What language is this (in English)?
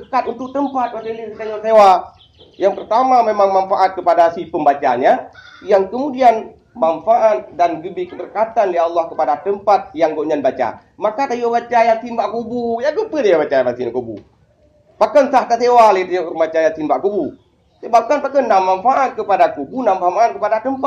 Achinese